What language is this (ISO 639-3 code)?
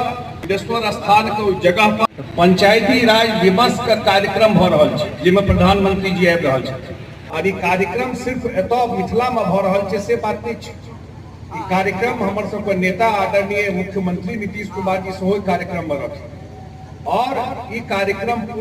mai